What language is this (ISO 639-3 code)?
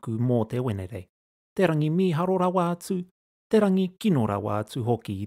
mri